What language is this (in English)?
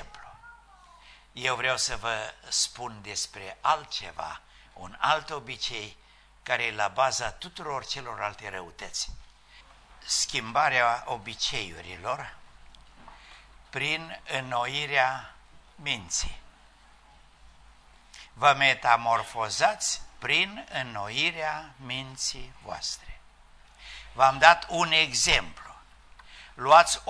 Romanian